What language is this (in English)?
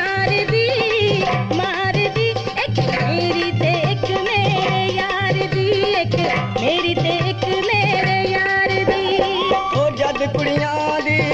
Punjabi